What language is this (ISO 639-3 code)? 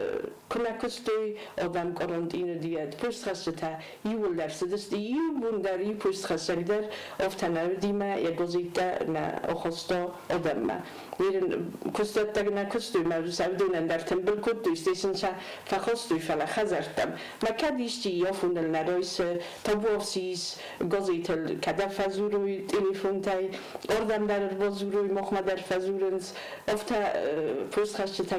oss